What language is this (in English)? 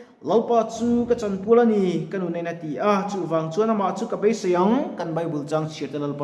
Mizo